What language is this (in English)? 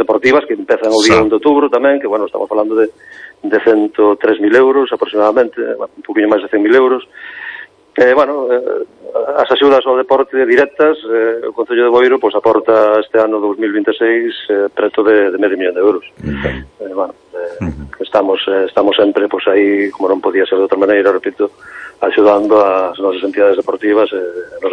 Galician